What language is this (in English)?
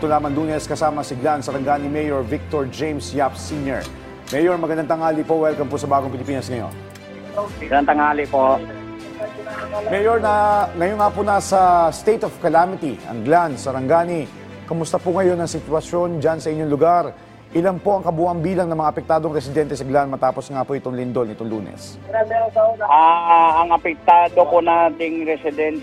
Filipino